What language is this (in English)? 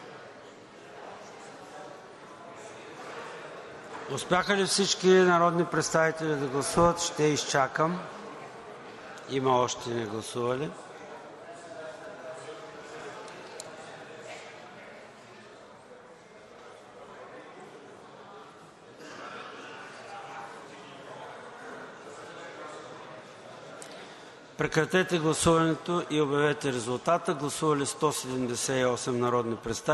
Bulgarian